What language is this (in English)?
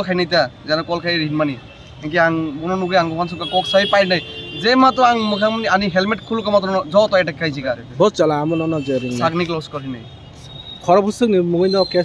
Kok Borok